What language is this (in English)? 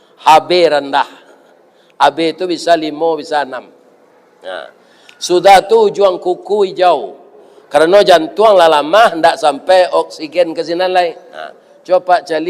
Minangkabau